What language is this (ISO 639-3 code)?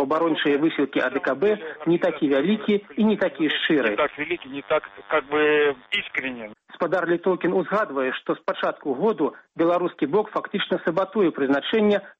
bel